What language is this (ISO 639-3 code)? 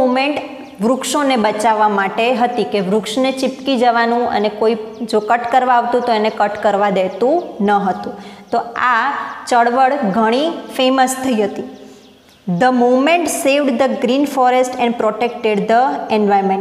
guj